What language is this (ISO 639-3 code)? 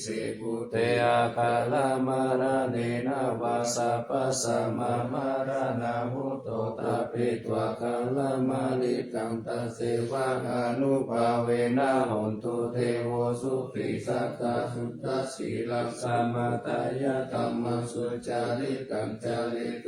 pli